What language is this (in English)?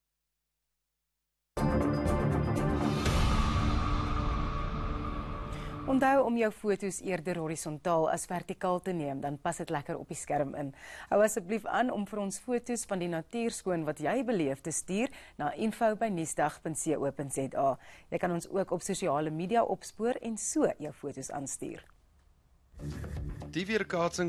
Afrikaans